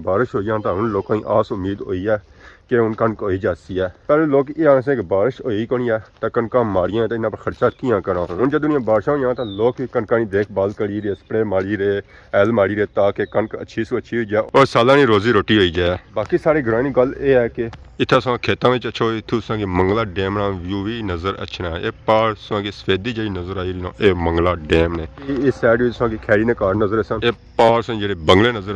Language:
Pahari-Potwari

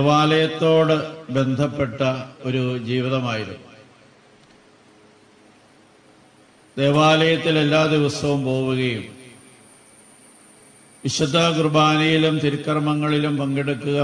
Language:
Malayalam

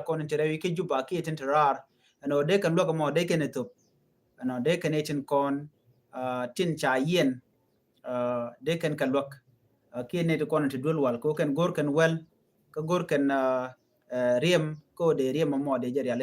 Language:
Nuer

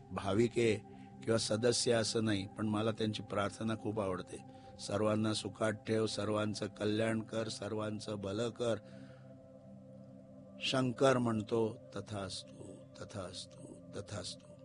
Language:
Marathi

